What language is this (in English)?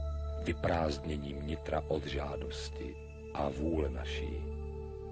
Czech